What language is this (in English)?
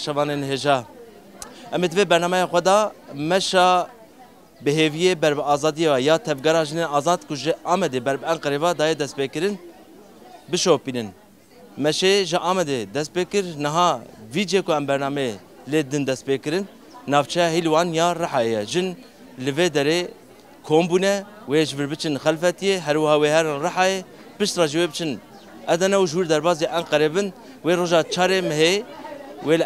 Kurdish